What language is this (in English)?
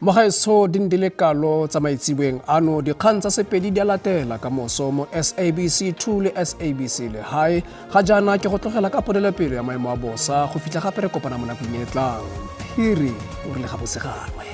Tswana